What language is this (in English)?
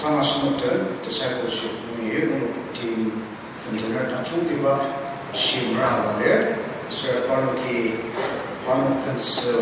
Ao Naga